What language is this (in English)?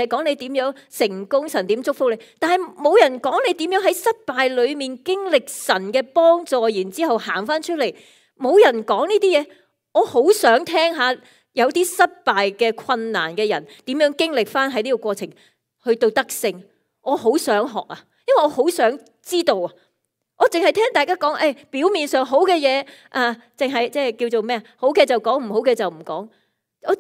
Cantonese